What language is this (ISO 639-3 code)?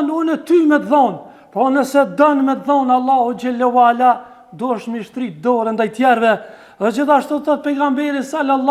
sqi